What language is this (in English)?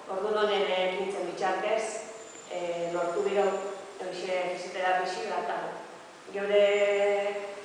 Basque